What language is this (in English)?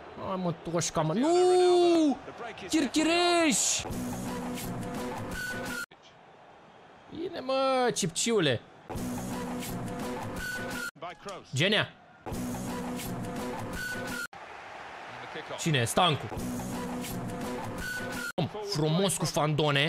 Romanian